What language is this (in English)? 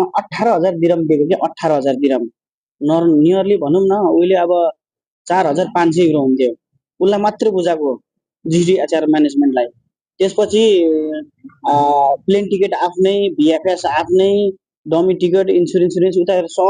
Nepali